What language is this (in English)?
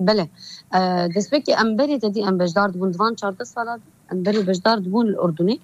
Kurdish